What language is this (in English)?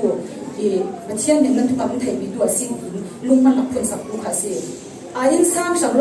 Falam Chin